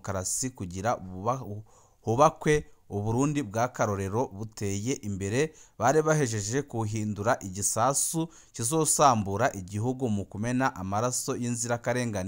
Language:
Rundi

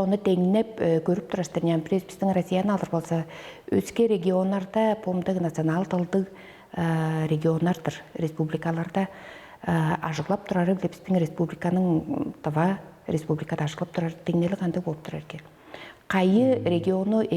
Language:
Tuvinian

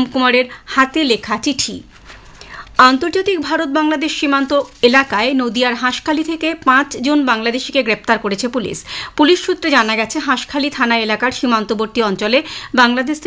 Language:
Bangla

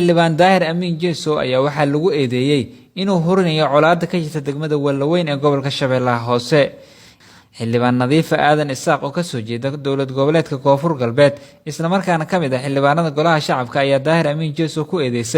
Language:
Somali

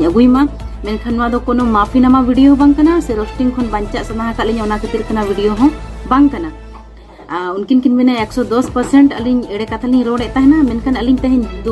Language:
Santali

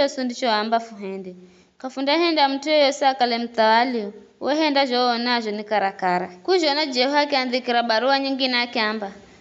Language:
Giryama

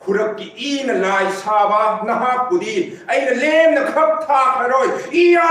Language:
Manipuri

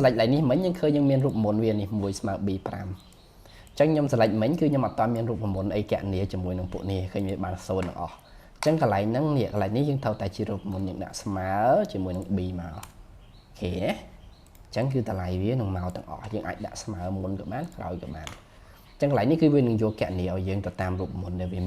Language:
Khmer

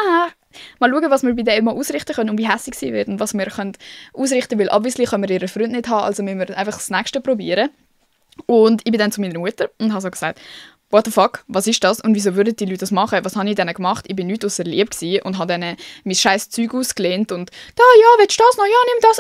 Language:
Swiss German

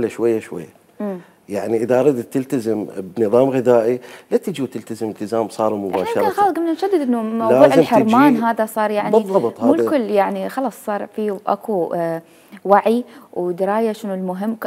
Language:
Mesopotamian Arabic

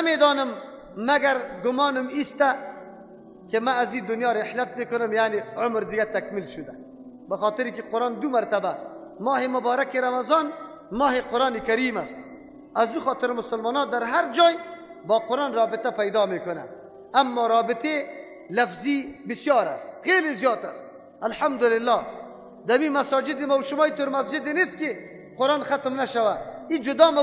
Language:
Persian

